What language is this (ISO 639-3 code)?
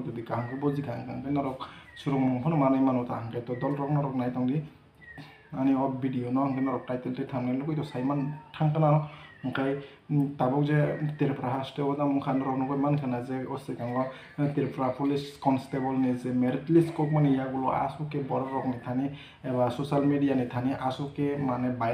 trp